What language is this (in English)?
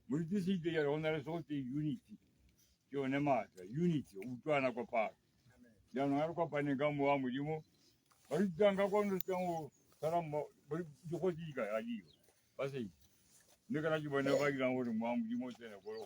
Tswana